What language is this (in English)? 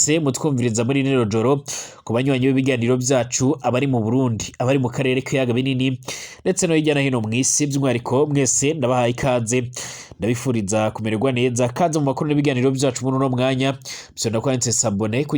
Rundi